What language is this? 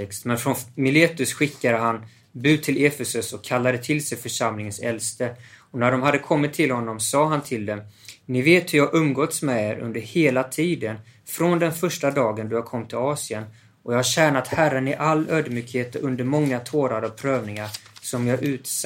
Swedish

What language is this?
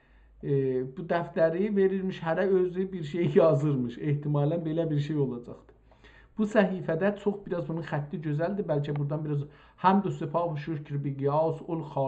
South Azerbaijani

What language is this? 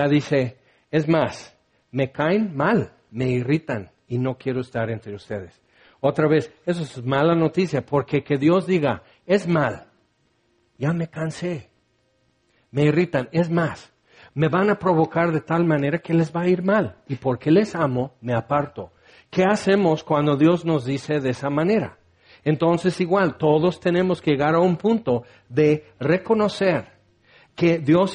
Spanish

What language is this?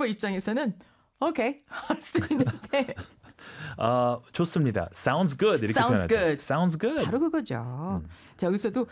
Korean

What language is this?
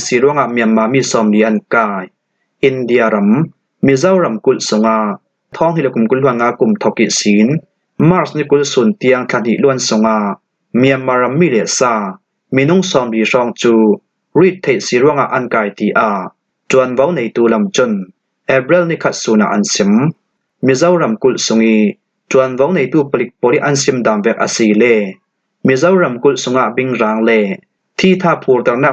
Falam Chin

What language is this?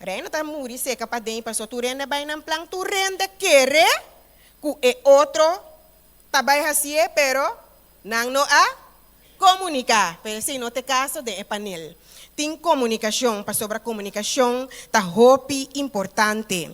Papiamento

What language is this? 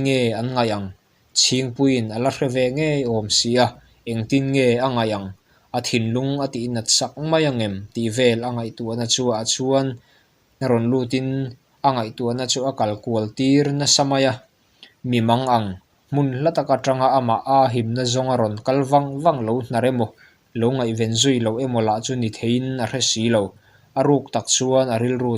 Mizo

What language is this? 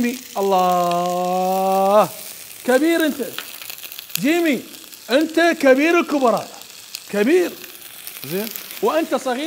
Mesopotamian Arabic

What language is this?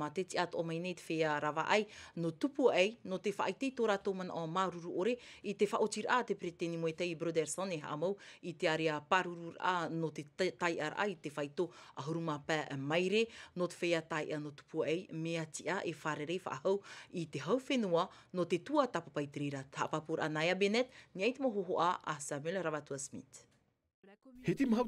Tahitian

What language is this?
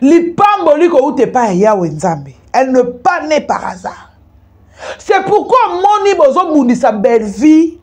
Lingala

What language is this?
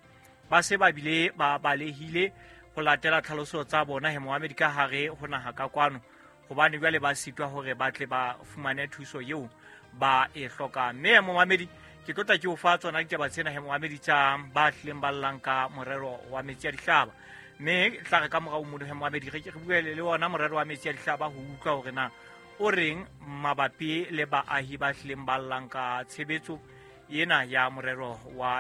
Southern Sotho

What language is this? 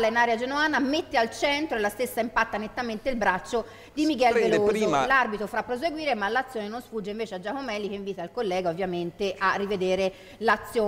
Italian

